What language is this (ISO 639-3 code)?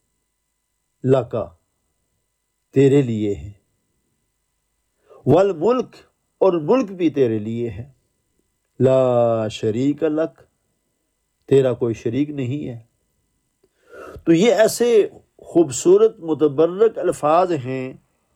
urd